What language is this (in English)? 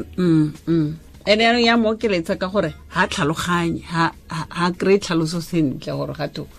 Tswana